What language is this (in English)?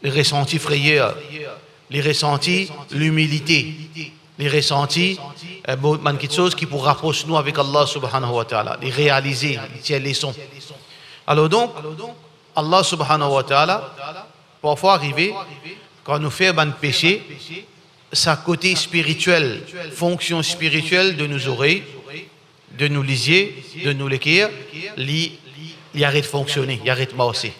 Morisyen